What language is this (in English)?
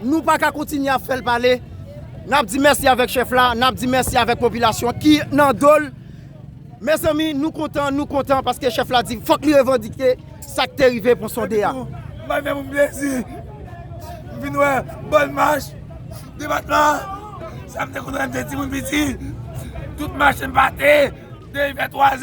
Haitian Creole